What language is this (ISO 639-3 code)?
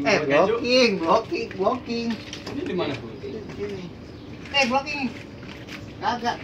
bew